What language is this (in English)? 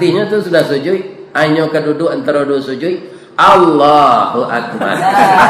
Minangkabau